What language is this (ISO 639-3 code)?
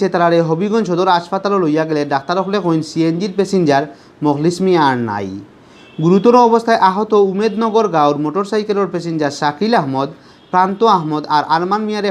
syl